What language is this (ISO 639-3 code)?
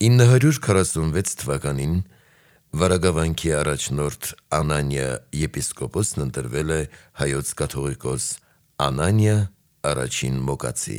hye